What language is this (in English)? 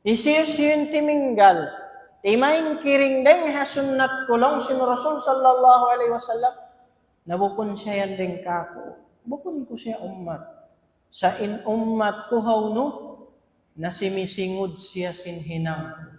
Tausug